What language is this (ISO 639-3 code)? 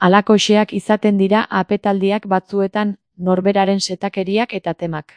eus